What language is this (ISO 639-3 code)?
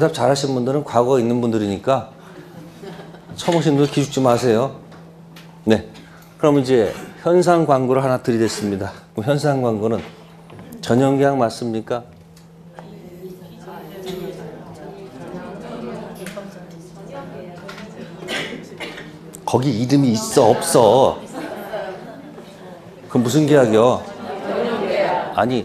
kor